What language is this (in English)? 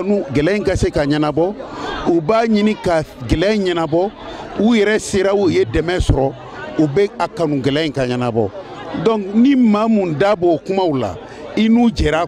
Bambara